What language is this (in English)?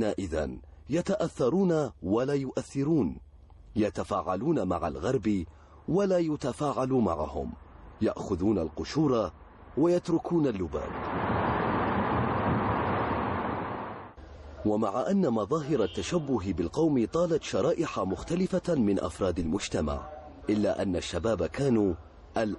Arabic